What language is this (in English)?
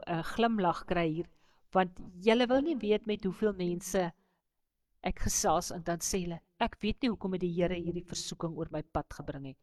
Afrikaans